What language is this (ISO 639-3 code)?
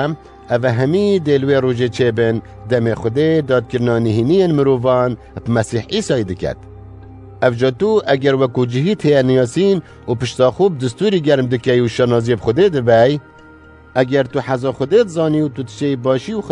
kur